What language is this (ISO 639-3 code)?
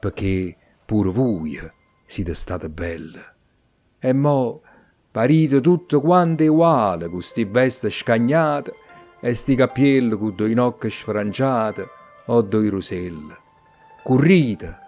nap